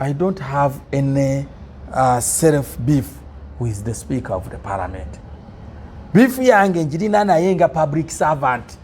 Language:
Ganda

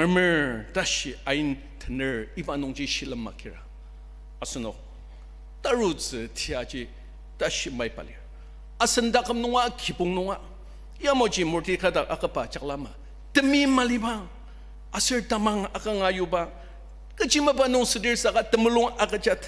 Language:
Ao Naga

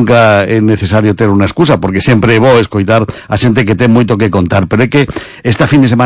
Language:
Galician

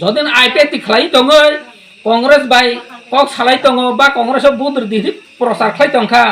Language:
Kok Borok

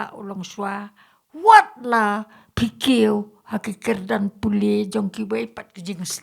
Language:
Khasi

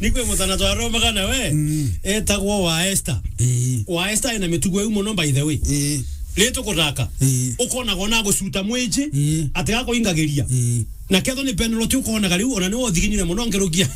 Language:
Meru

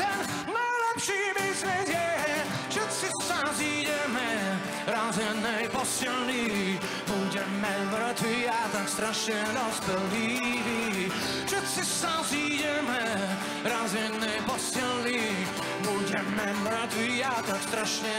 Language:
Slovak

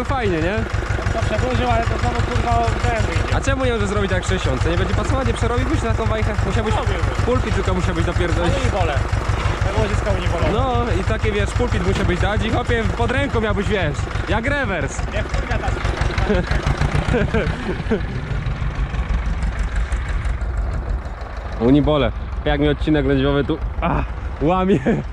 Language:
Polish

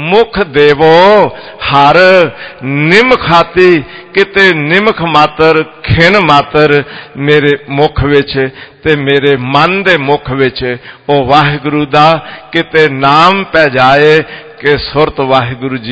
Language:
Punjabi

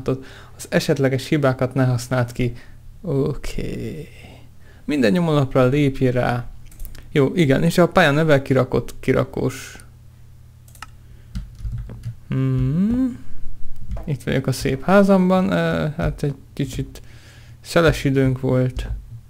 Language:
Hungarian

